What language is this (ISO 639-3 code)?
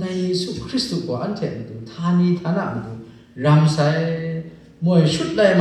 kac